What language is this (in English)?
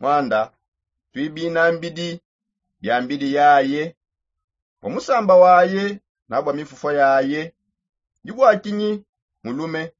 Songe